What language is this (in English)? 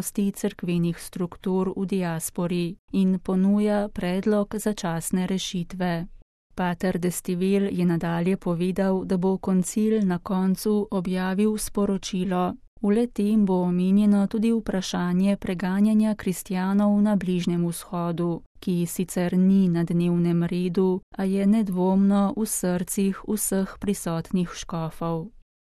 Slovenian